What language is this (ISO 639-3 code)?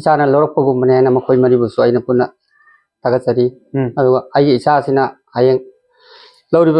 mni